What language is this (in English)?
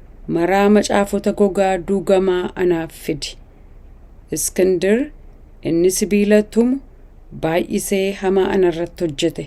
Oromo